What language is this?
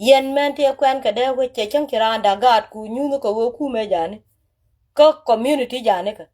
Nuer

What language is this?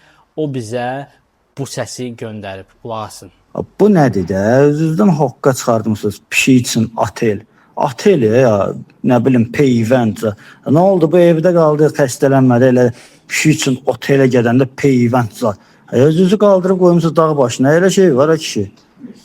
Azerbaijani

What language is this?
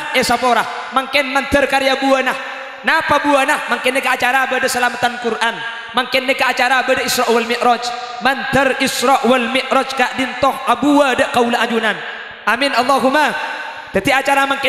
Madurese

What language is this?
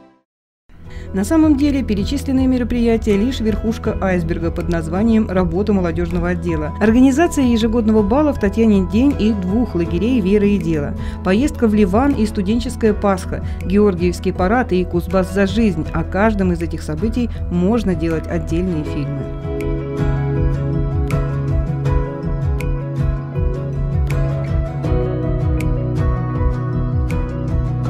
Russian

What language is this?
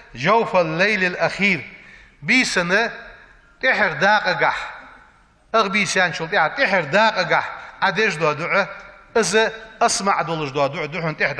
Ingush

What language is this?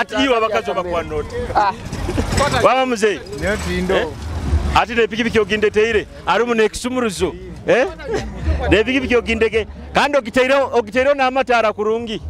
Nyoro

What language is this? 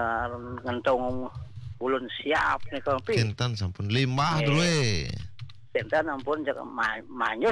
Balinese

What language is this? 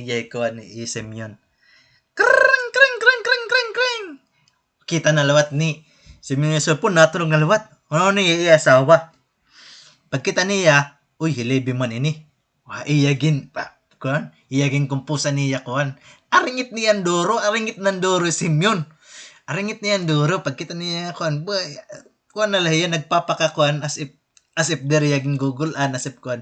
Waray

